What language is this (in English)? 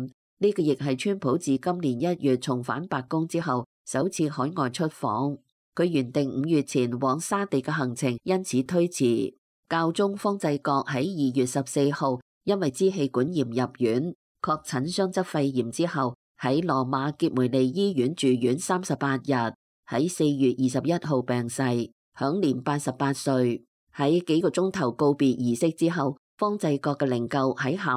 Cantonese